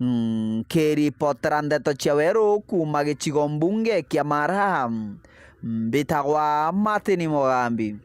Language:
Meru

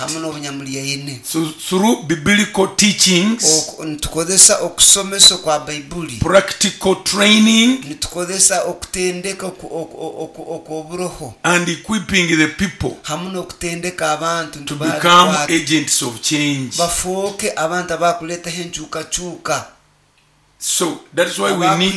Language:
Nyoro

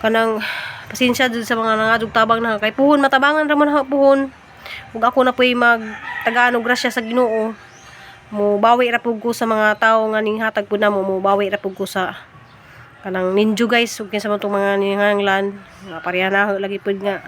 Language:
Cebuano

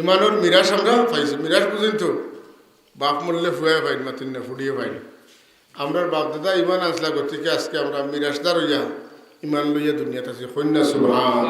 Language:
Sylheti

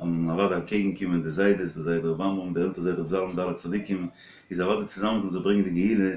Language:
Yiddish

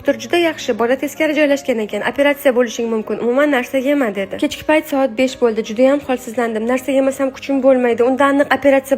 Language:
Uzbek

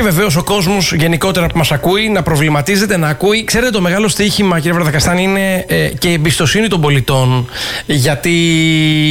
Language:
Greek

